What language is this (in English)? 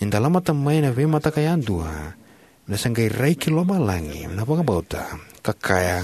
Fijian